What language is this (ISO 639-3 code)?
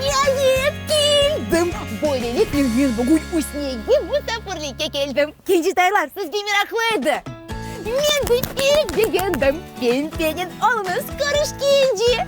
crh